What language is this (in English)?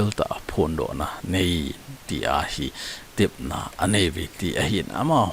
Thado Chin